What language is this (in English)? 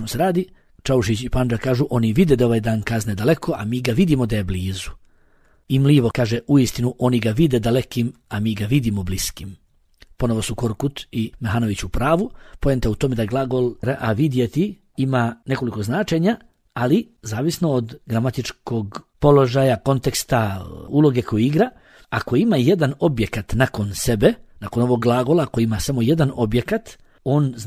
Bosnian